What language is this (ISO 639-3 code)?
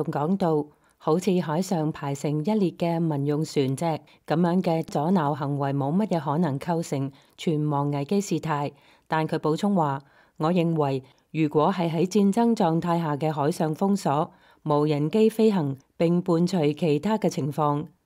yue